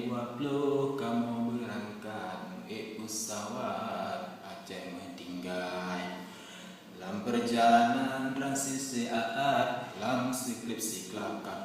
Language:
Achinese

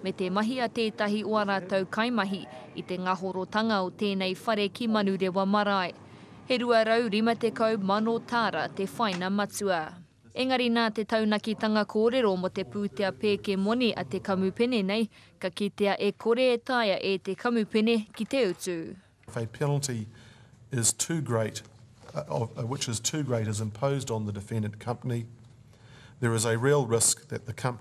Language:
Māori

